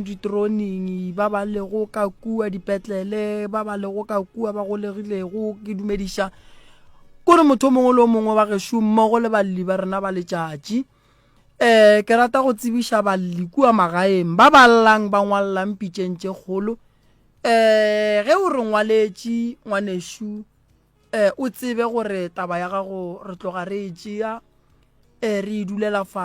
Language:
Northern Sotho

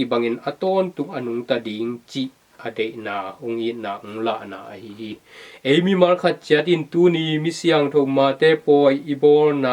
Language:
Tedim Chin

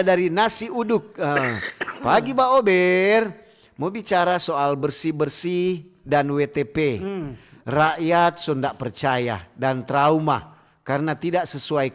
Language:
Manado Malay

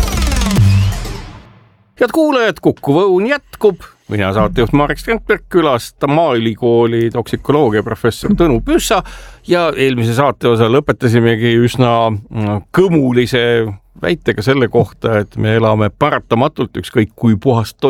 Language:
Estonian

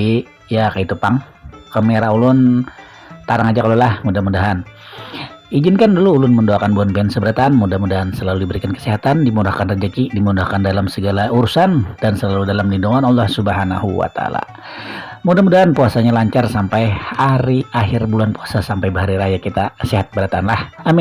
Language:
Banjar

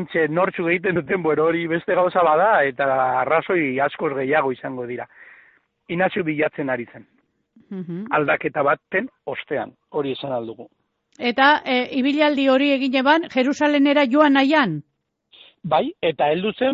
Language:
Basque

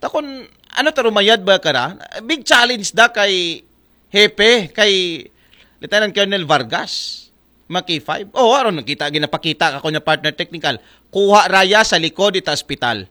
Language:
Aklanon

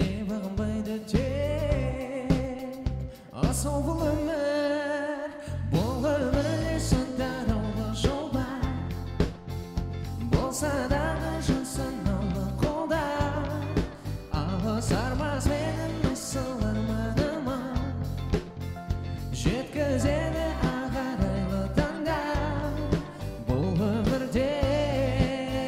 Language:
Kazakh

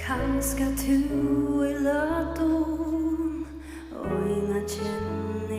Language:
Faroese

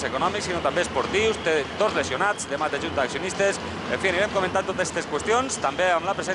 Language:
Catalan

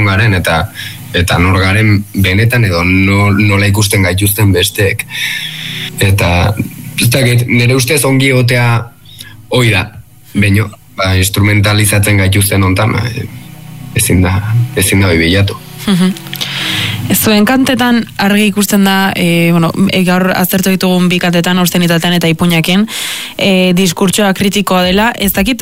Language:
Basque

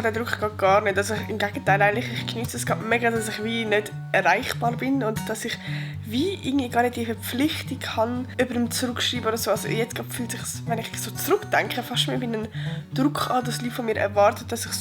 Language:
Swiss German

